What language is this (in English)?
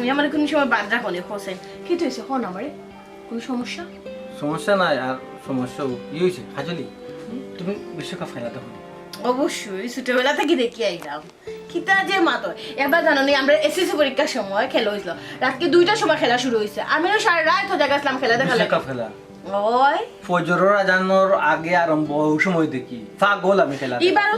Sylheti